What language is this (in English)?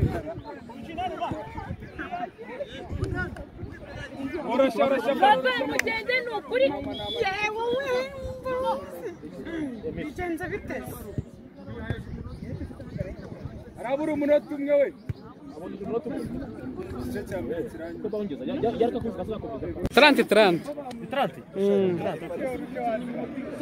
Kinyarwanda